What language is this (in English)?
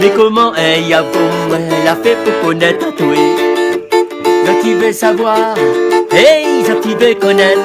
Réunion Creole French